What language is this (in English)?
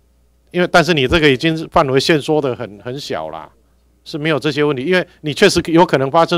Chinese